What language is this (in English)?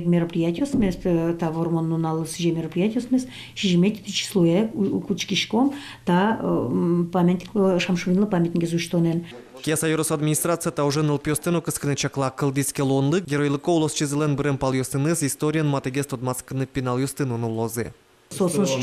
Udmurt